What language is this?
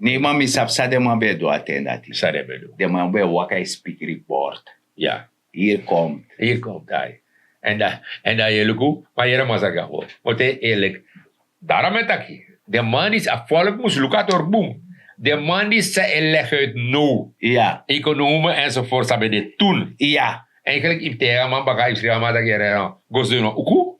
Sranan Tongo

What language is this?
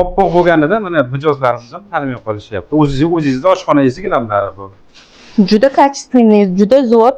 Uzbek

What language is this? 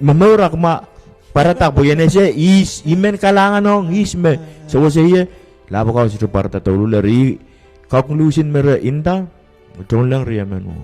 Pohnpeian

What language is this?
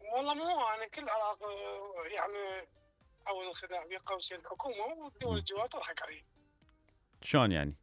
Mesopotamian Arabic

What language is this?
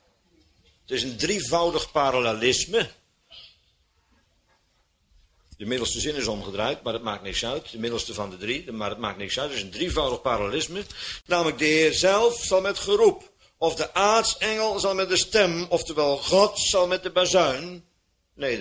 Dutch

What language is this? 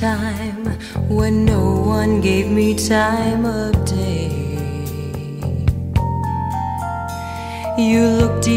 English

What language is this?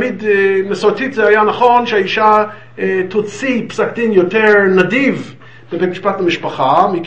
Hebrew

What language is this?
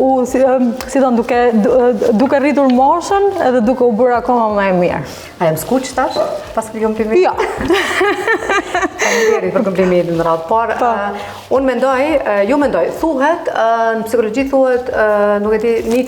Albanian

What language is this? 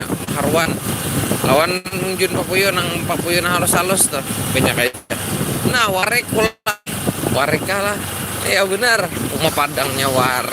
Banjar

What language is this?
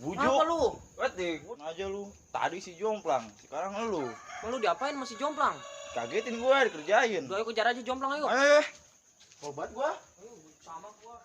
Betawi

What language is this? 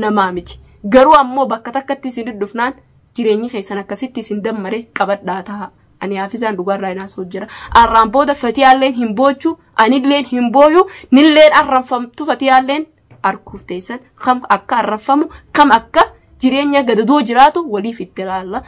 Oromo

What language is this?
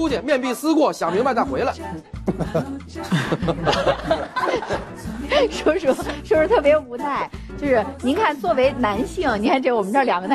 Chinese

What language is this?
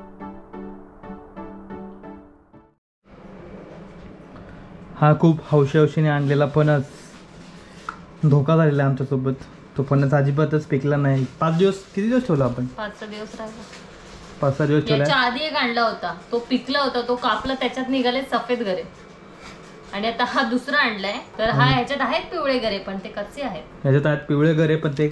Marathi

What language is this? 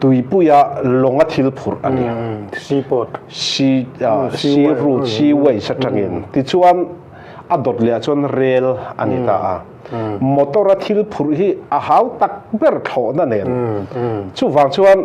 Mizo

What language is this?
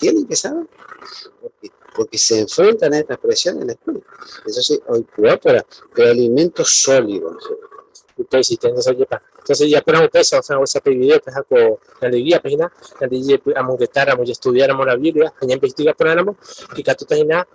Guarani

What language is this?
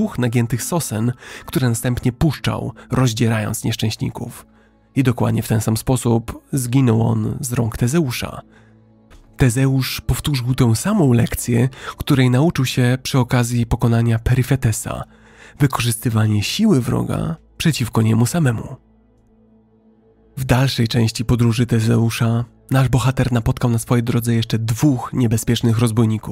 Polish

